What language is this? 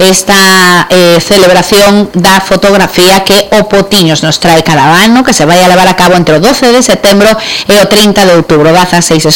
Galician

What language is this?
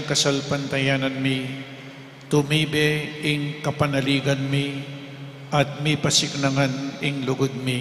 Pampanga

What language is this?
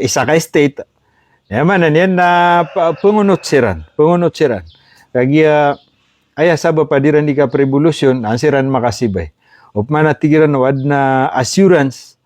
Maranao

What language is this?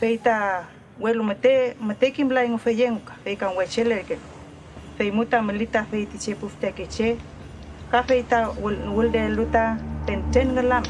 Mapuche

